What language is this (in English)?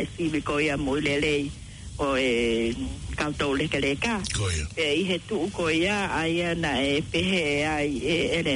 Tongan